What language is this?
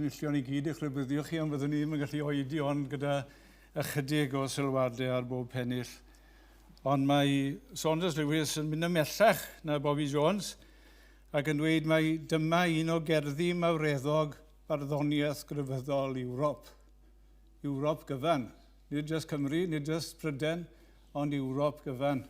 Welsh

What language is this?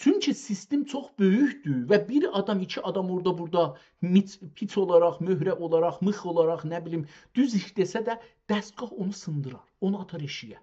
South Azerbaijani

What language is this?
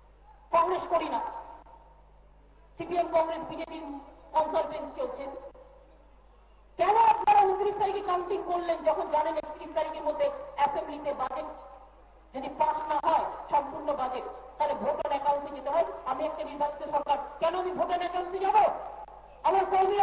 Bangla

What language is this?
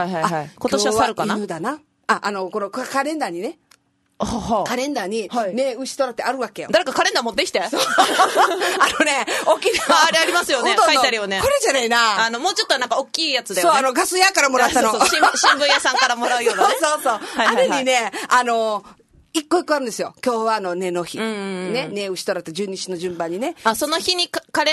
Japanese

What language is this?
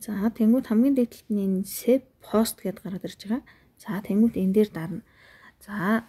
Mongolian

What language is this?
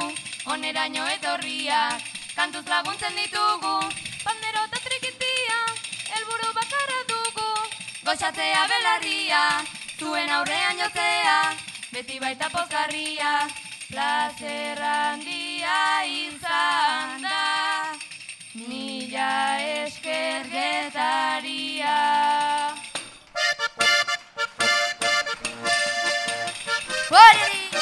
Basque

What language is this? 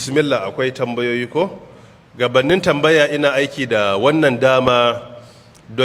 Hausa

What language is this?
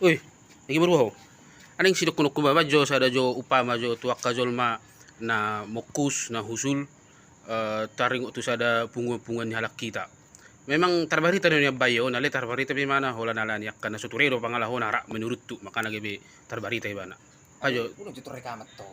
Batak Toba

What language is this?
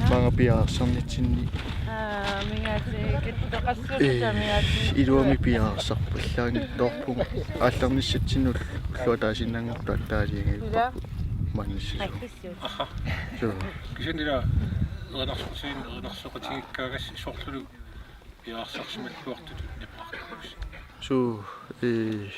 Kalaallisut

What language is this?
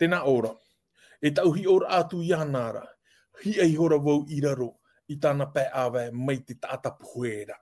Tahitian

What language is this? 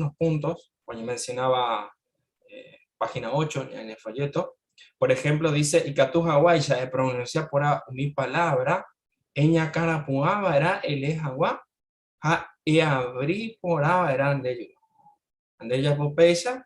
Guarani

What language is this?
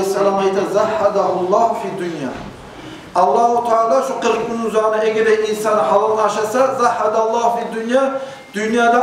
Kumyk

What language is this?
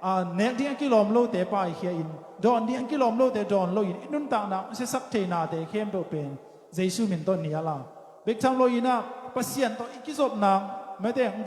Tedim Chin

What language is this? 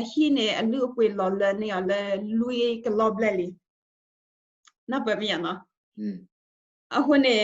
S'gaw Karen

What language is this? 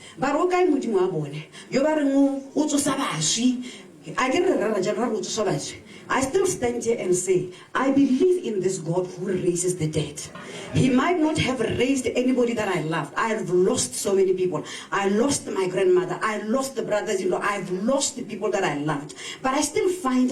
Tswana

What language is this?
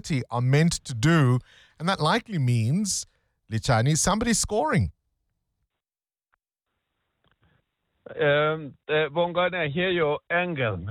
English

